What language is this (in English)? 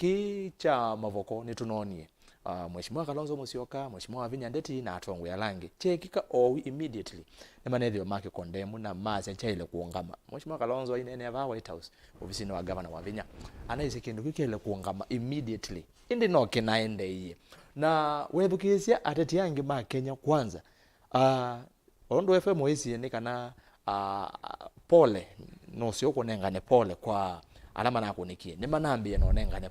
Kamba